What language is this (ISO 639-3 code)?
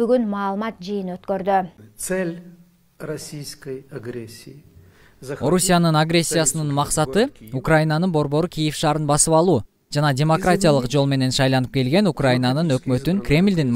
kir